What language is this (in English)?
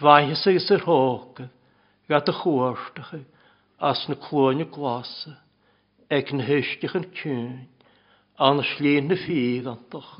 Welsh